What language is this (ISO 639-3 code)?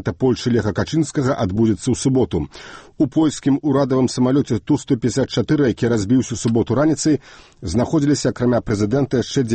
bel